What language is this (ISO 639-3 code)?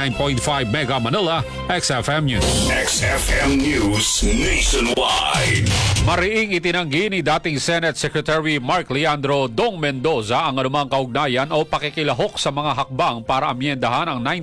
fil